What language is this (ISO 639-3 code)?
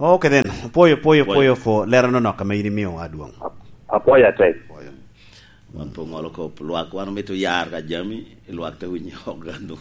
laj